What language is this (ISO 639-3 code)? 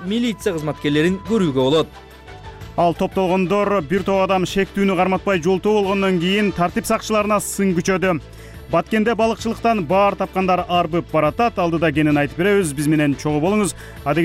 kir